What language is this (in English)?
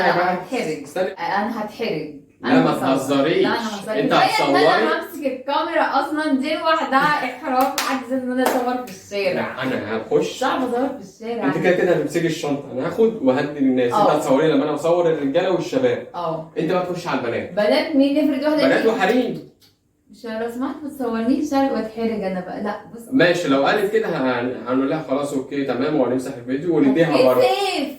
Egyptian Arabic